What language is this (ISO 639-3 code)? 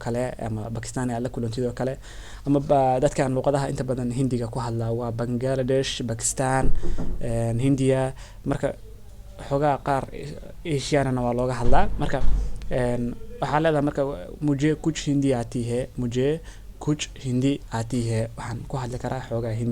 som